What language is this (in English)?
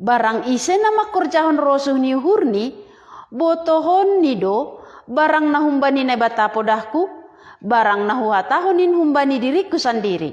Batak Simalungun